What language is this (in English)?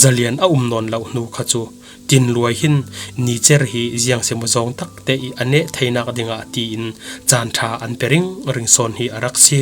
Falam Chin